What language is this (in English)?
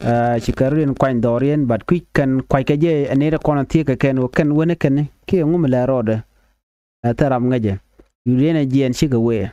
Nuer